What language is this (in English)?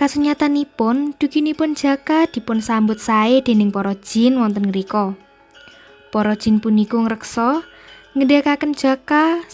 Javanese